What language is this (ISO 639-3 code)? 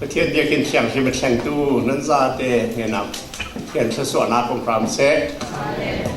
cfm